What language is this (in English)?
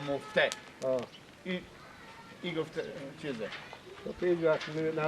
Persian